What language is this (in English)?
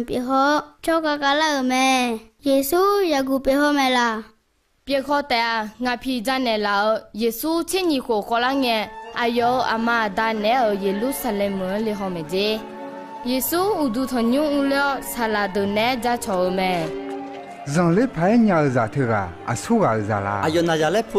Akha